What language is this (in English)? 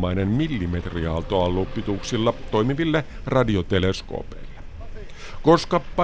Finnish